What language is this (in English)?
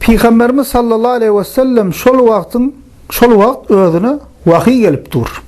Turkmen